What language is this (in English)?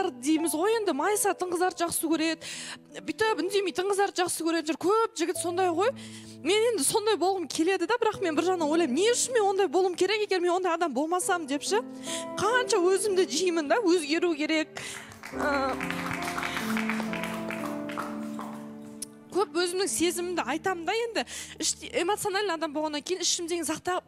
Kazakh